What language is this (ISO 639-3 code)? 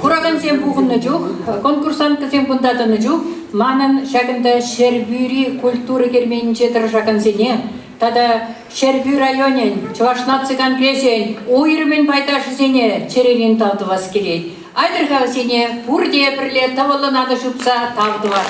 chv